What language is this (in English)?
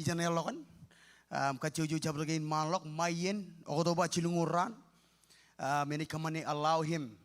Marshallese